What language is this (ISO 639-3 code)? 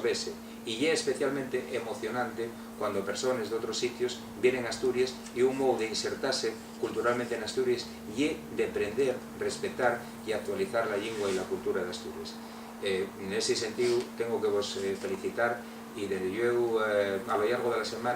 ast